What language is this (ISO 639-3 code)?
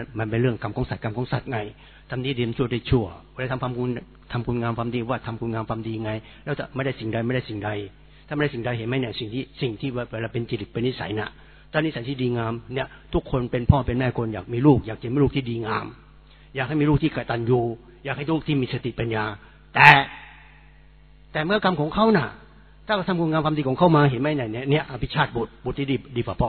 tha